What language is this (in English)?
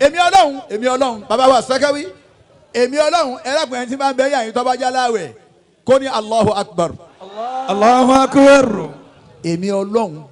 Yoruba